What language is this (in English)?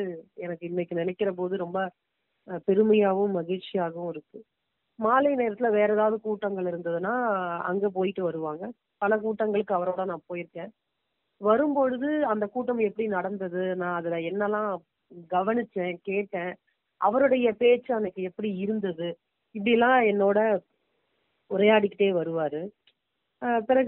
Tamil